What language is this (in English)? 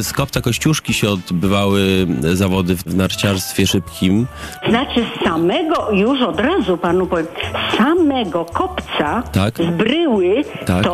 Polish